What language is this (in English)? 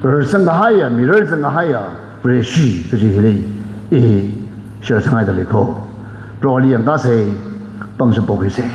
Tangkhul Naga (India)